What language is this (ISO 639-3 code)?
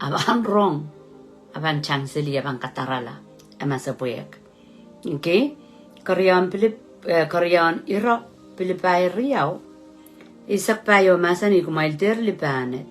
pon